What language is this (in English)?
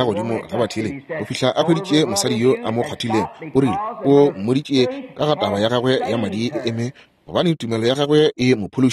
Northern Sotho